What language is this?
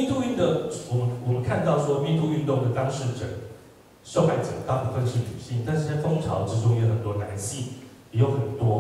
Chinese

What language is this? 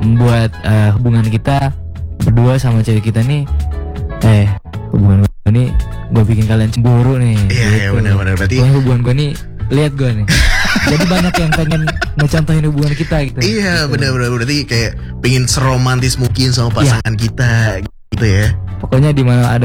Indonesian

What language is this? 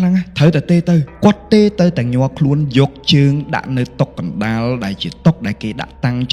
Khmer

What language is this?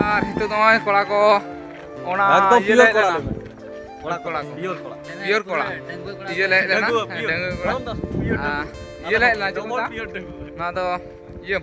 Santali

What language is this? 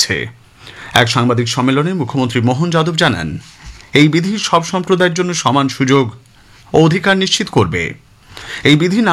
Bangla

